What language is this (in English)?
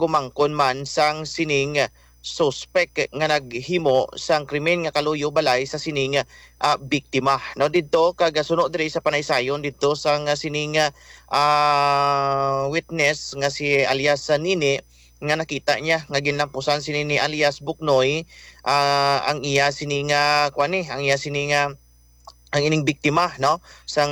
Hiligaynon